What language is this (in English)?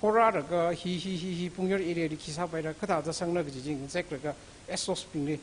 Tangkhul Naga (India)